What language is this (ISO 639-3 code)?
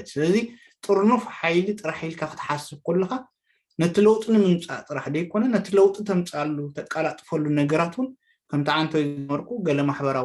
tir